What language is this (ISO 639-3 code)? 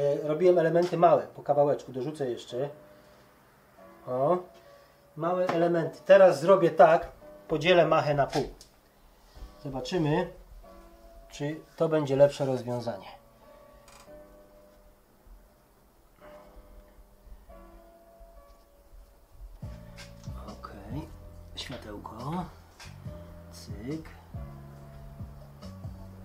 pol